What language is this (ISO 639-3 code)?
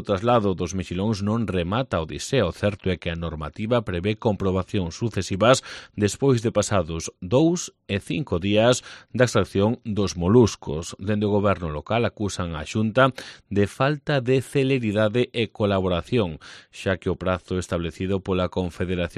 glg